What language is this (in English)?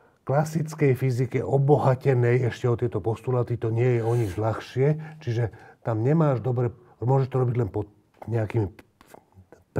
Slovak